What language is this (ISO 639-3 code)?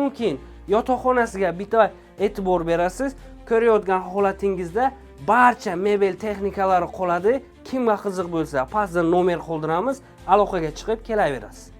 uzb